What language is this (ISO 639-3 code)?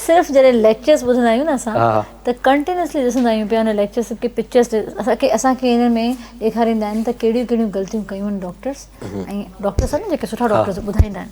snd